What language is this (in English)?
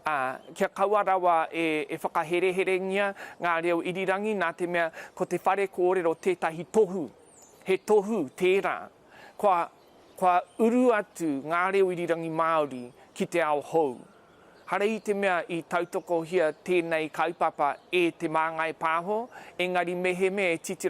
Māori